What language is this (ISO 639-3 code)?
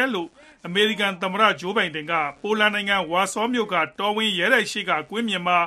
mya